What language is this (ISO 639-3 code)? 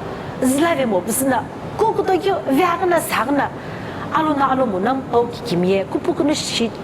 nsm